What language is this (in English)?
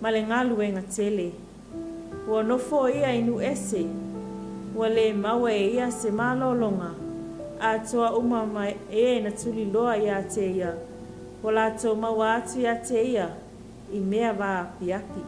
Samoan